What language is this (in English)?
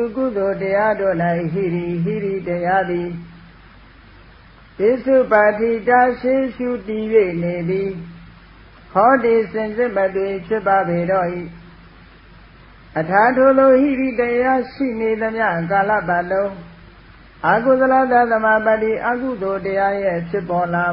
Burmese